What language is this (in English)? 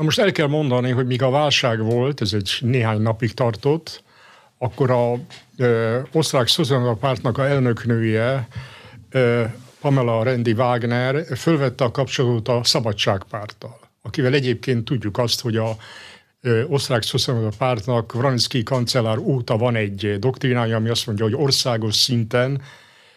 Hungarian